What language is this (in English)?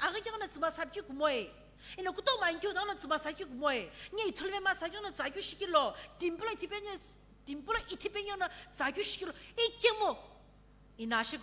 Sumi Naga